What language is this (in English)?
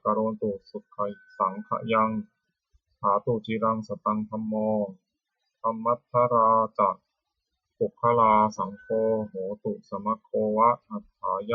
Pali